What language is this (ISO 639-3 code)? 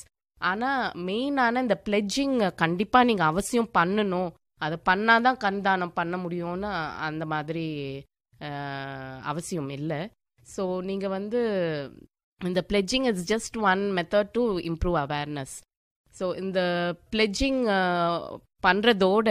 tam